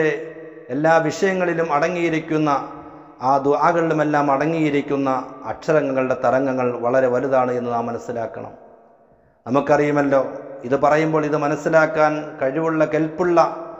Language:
Malayalam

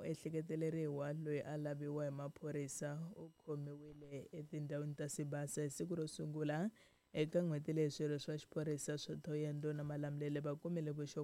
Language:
Tsonga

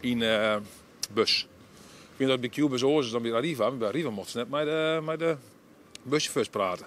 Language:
Western Frisian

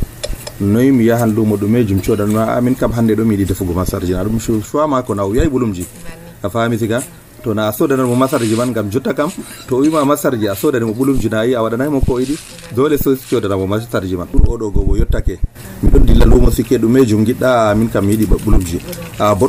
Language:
Nigerian Fulfulde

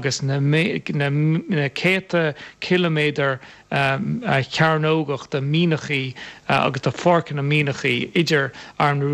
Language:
Irish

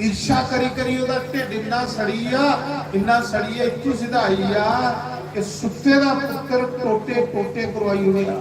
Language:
Dogri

